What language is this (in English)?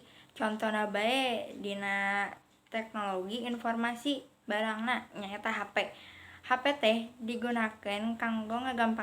Sundanese